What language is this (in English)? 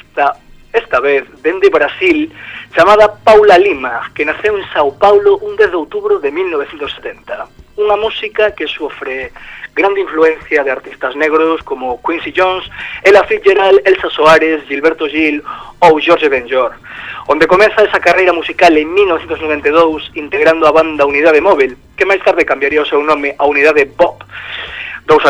Galician